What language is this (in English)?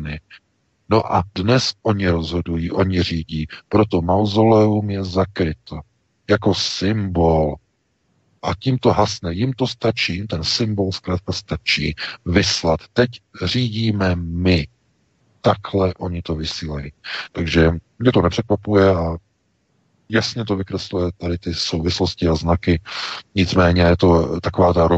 Czech